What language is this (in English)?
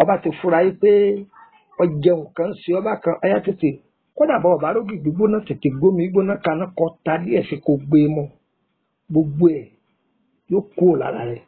Yoruba